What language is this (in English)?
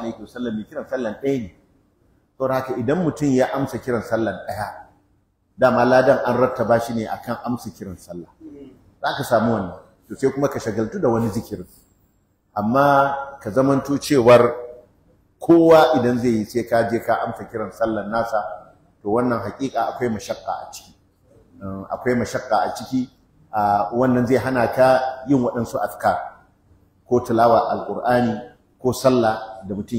Hausa